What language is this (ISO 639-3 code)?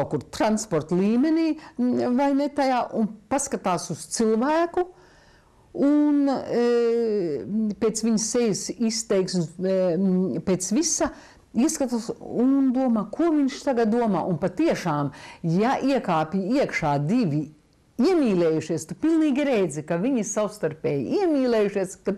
lav